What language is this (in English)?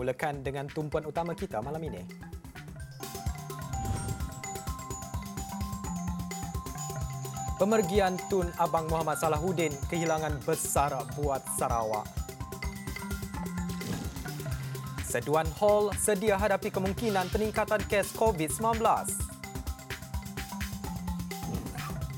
Malay